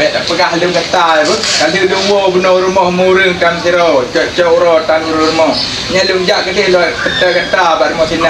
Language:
Achinese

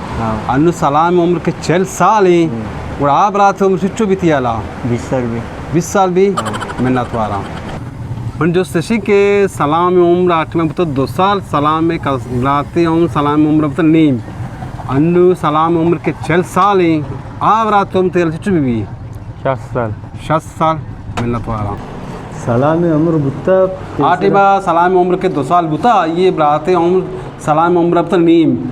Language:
Baluchi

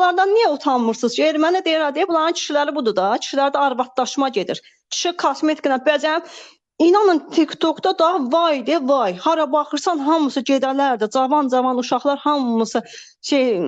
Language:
Azerbaijani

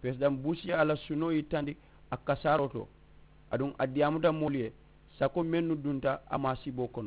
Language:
Mandingo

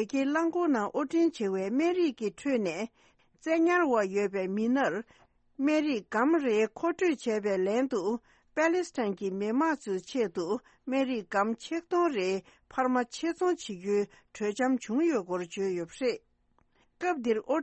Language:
Tibetan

